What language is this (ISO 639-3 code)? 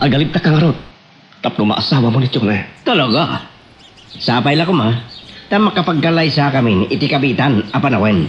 ilo